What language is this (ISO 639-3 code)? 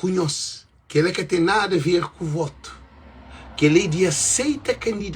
kea